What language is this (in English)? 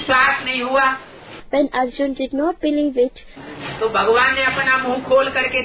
Hindi